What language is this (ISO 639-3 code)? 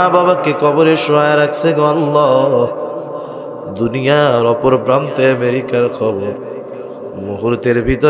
ben